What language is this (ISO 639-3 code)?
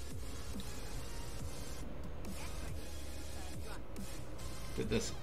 nld